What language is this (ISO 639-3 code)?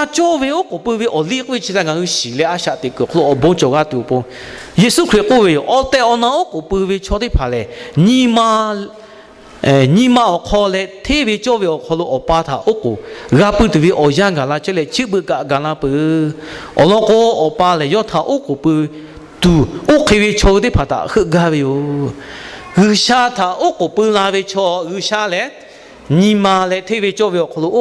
lhu